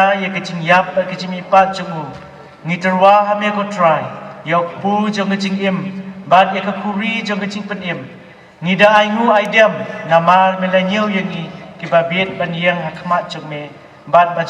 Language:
Khasi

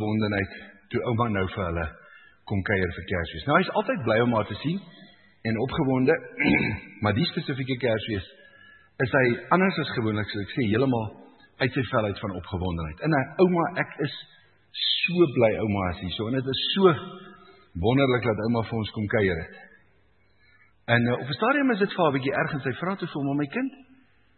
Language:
Afrikaans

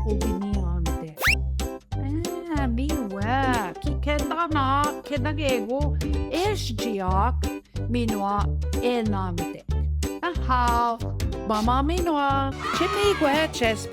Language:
Central Ojibwa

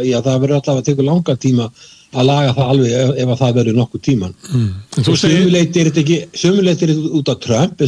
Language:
Icelandic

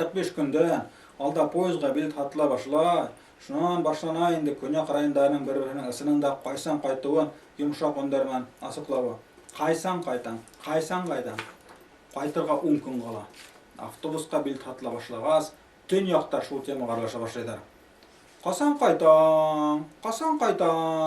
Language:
Bashkir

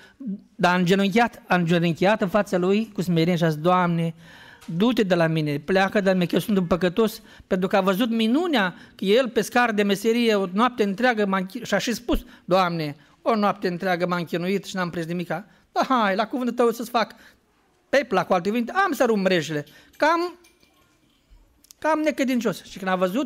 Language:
Romanian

